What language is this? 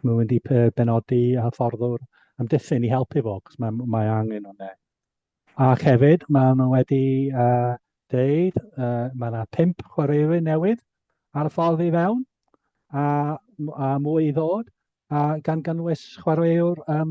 Welsh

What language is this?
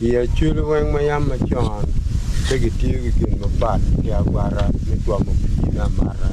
Acoli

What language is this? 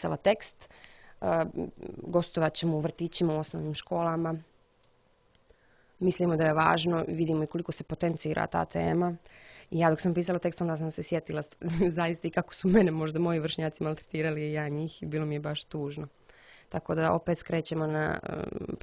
Croatian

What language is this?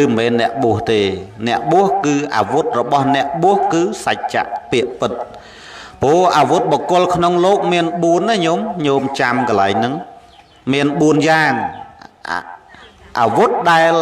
Khmer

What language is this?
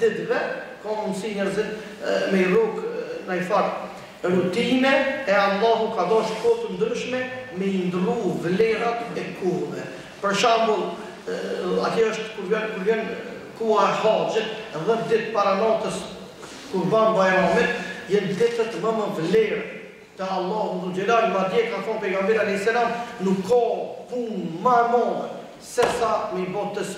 Albanian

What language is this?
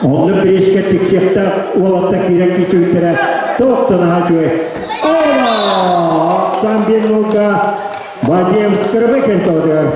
Yakut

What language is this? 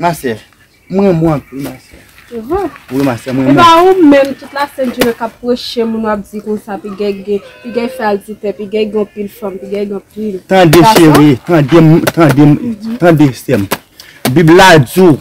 Haitian Creole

